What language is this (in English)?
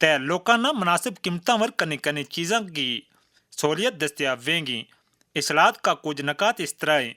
Gujari